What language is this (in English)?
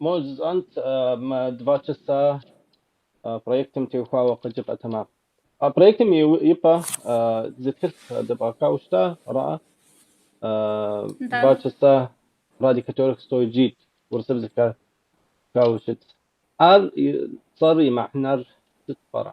Kabardian